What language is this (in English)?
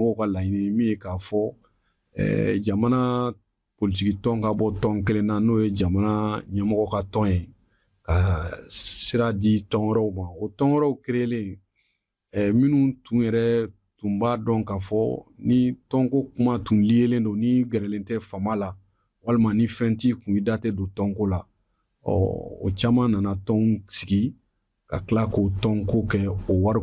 Bambara